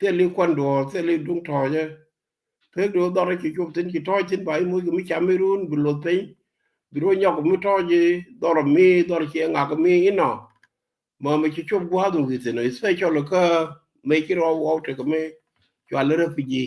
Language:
Nuer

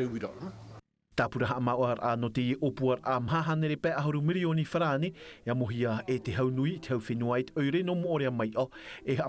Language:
Tahitian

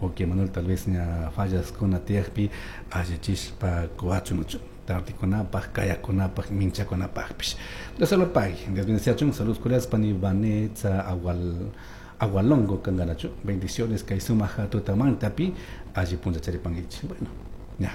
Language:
Chimborazo Highland Quichua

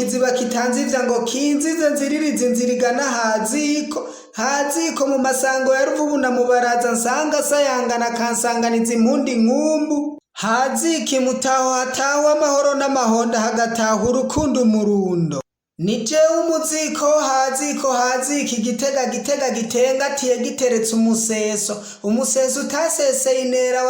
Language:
Rundi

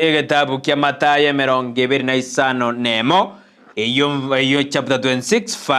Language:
Gusii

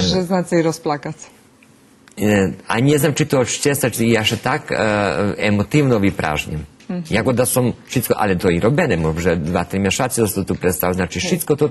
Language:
Rusyn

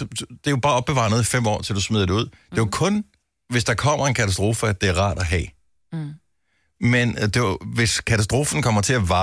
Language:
Danish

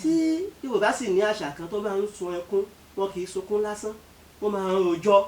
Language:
Yoruba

